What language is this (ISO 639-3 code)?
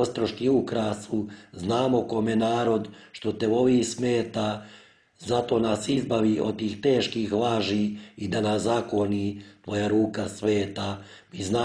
srp